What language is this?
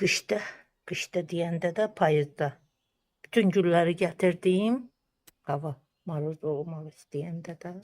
Azerbaijani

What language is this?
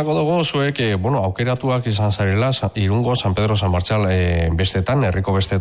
Basque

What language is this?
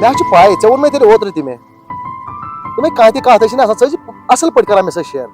Kashmiri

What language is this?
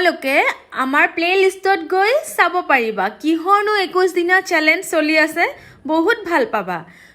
Assamese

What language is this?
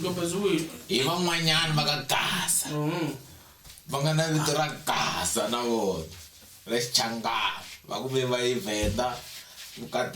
Tsonga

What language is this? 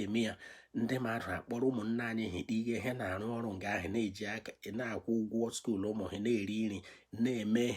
Igbo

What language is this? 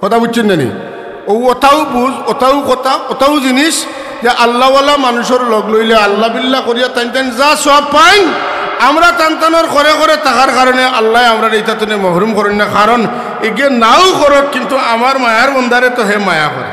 Sylheti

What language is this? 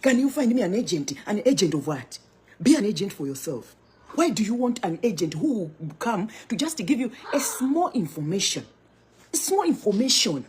Nyanja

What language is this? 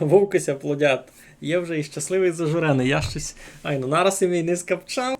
Rusyn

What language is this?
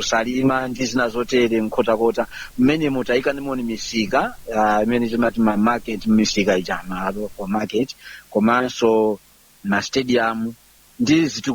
Nyanja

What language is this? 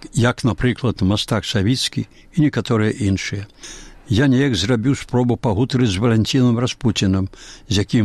Belarusian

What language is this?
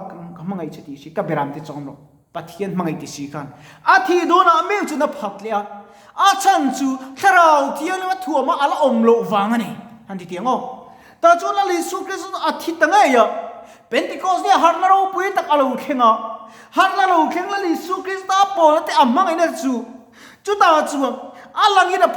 Mizo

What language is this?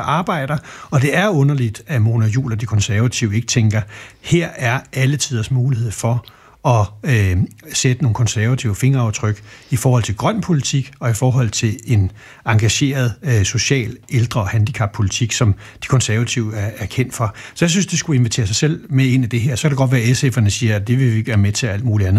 Danish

